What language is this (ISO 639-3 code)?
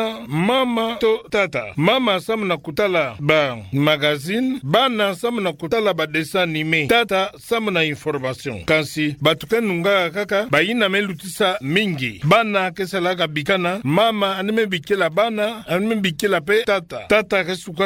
ktu